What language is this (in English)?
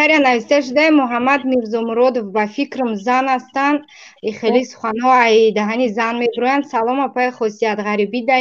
Tajik